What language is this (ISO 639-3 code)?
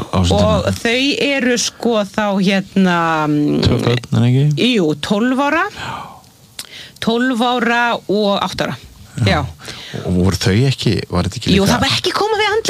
isl